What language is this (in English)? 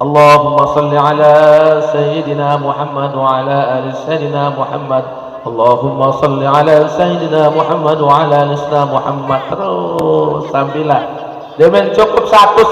Sasak